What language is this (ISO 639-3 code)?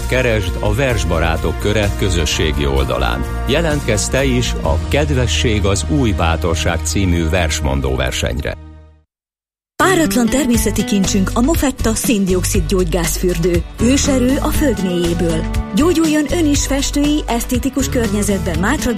hun